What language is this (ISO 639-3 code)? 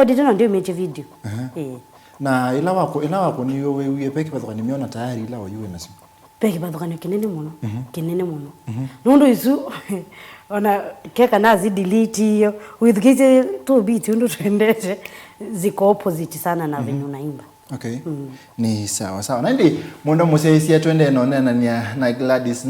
kam